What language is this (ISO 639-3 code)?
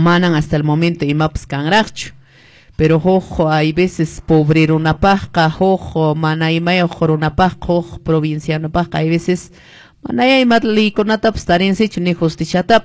que